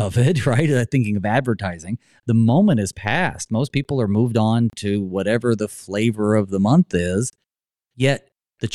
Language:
English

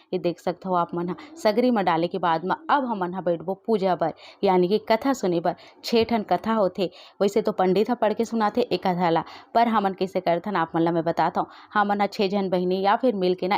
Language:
Chhattisgarhi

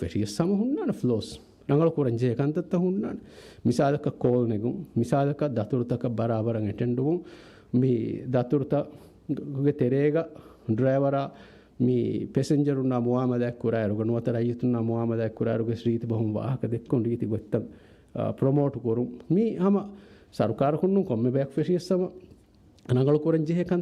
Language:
Divehi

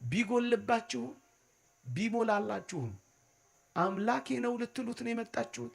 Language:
Amharic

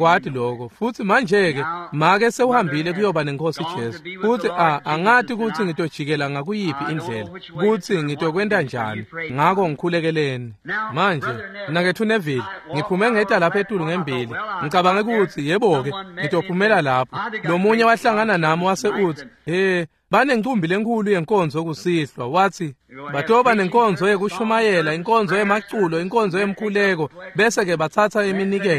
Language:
Swati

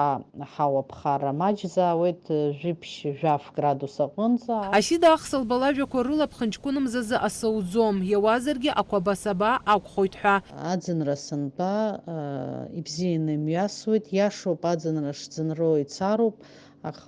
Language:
Abkhazian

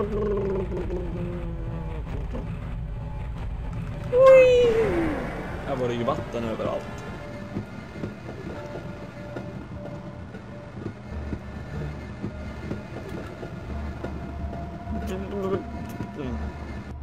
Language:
Swedish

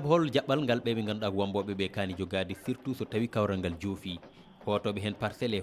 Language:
Fula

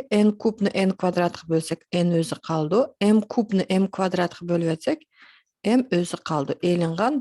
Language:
Uyghur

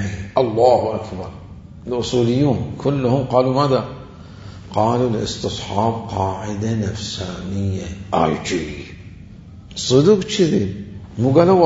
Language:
Mesopotamian Arabic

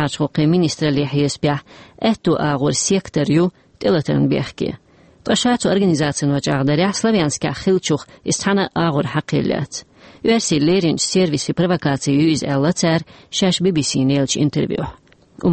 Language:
Chechen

